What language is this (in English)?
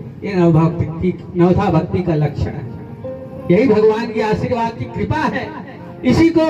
Chhattisgarhi